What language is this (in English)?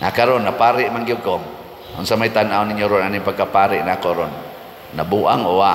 Cebuano